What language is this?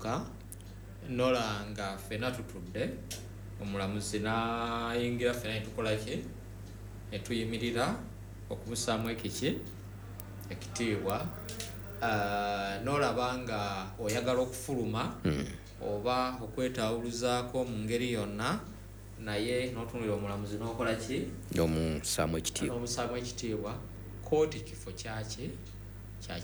Ganda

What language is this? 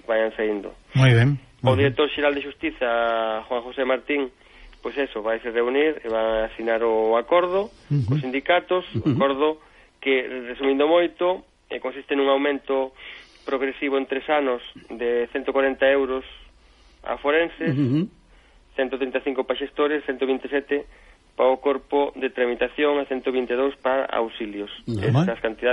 Galician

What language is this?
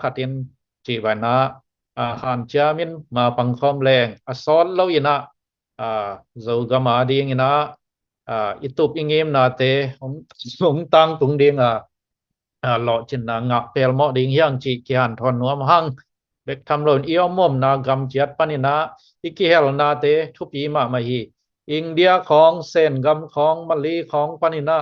Tedim Chin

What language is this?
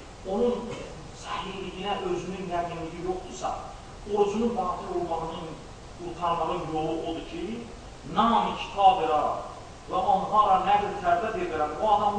Azerbaijani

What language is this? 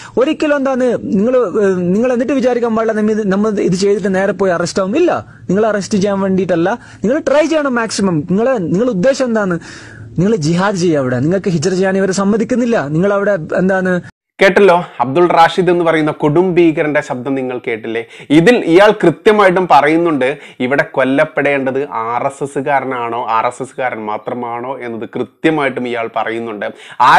Malayalam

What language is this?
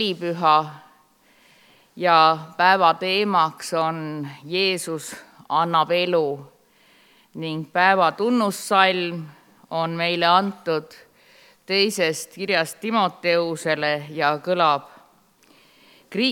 Estonian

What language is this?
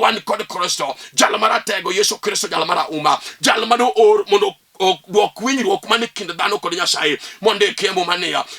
Luo (Kenya and Tanzania)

